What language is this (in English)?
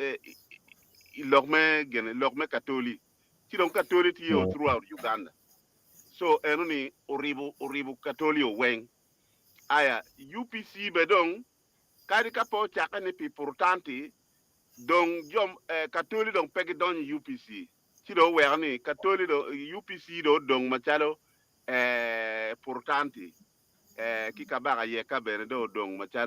Acoli